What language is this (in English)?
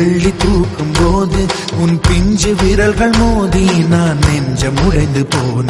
Tamil